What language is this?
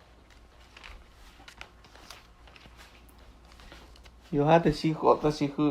S'gaw Karen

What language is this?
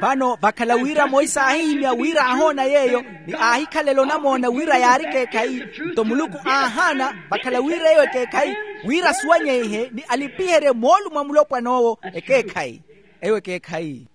Makhuwa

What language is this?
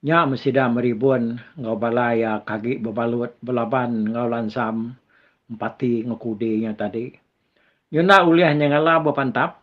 Iban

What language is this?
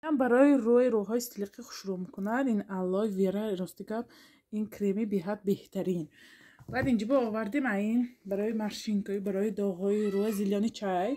Tajik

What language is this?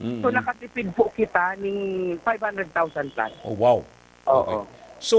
Bikol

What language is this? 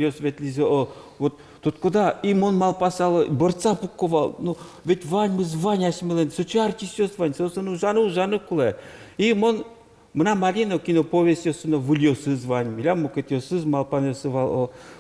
Udmurt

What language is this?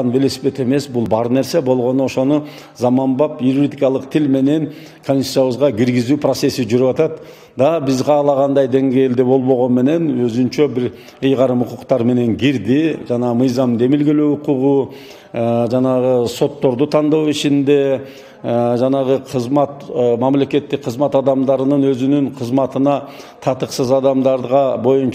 Kyrgyz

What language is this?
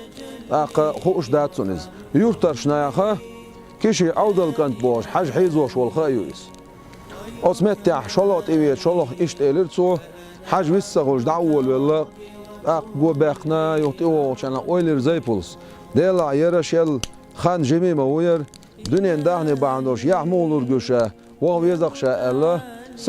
Chechen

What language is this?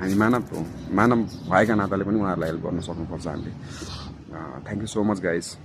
Nepali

